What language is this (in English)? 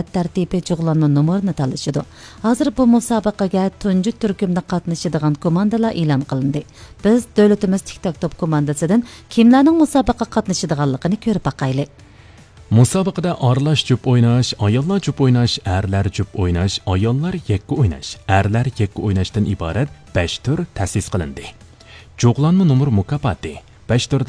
Uyghur